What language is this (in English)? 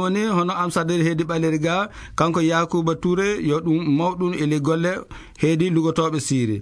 Fula